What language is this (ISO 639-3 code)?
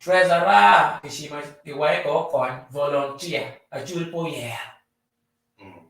ach